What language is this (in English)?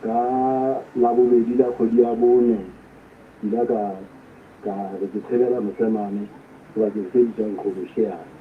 Southern Sotho